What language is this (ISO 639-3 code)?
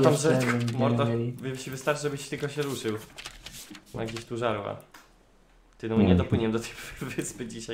pol